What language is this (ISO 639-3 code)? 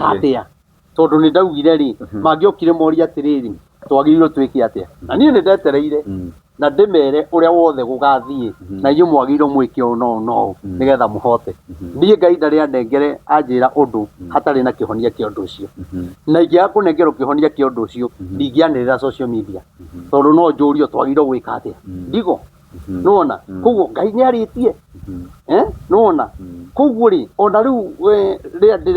kik